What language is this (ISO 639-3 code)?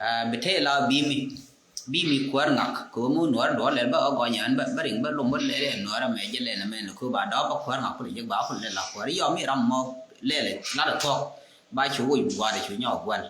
nus